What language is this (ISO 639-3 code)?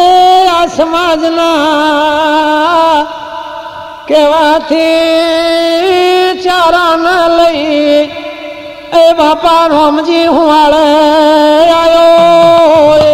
guj